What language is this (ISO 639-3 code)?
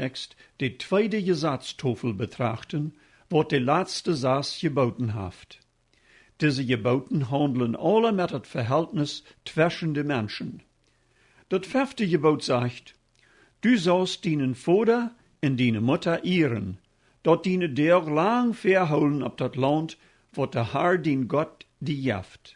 pdt